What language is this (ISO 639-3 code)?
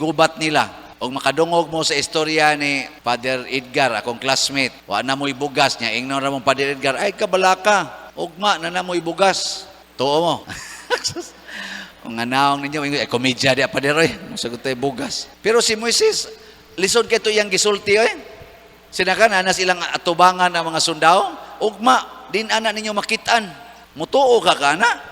ceb